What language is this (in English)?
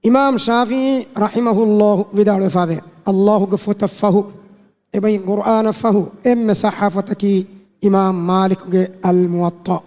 Divehi